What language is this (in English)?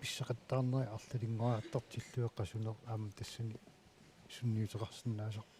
Kalaallisut